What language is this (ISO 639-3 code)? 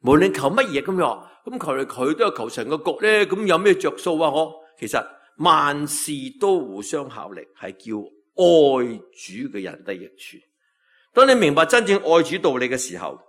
yue